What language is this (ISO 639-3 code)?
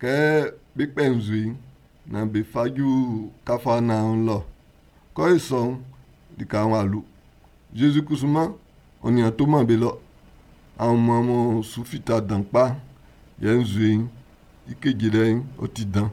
bci